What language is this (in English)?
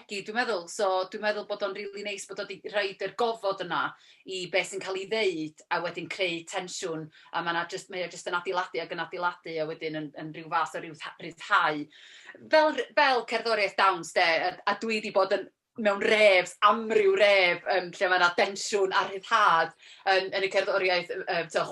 Welsh